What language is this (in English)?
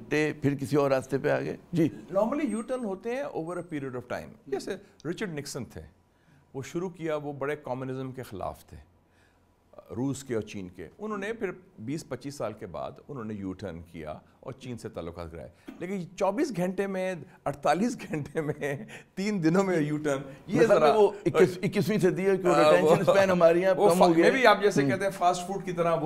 Urdu